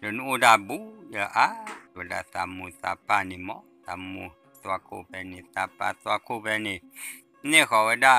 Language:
S'gaw Karen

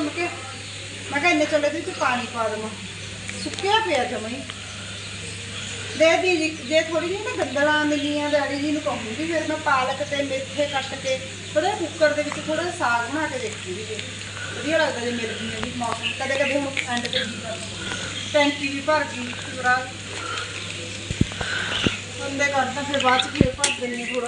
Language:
Punjabi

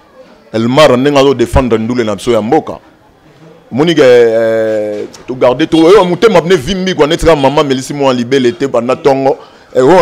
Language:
Lingala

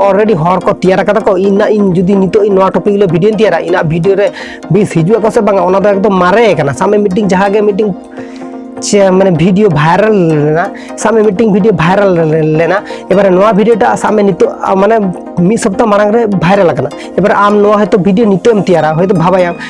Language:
Santali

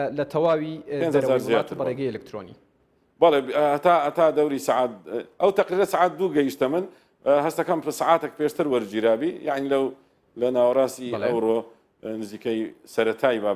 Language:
Central Kurdish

